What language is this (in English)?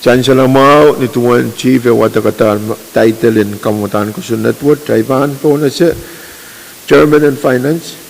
Pohnpeian